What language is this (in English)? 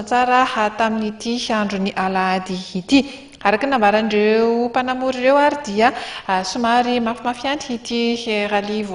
Malagasy